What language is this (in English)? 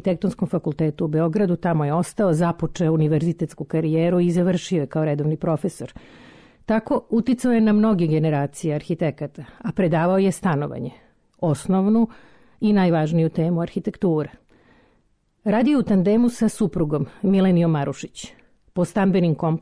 Serbian